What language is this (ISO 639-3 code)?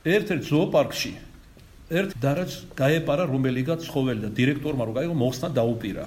kat